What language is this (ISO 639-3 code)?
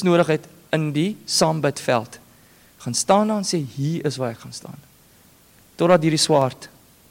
afr